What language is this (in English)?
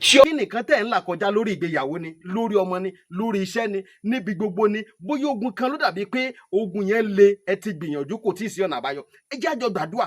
Yoruba